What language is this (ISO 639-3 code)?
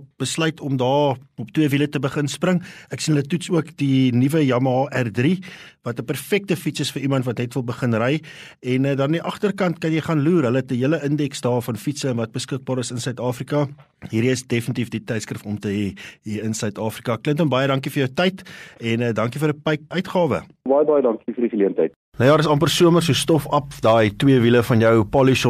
afr